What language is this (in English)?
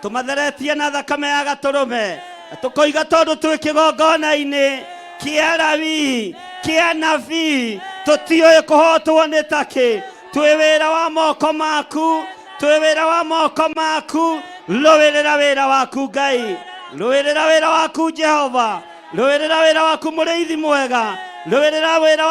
Kikuyu